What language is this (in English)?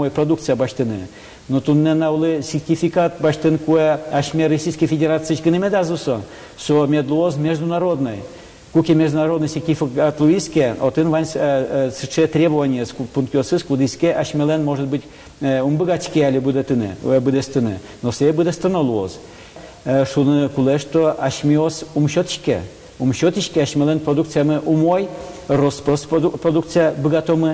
Udmurt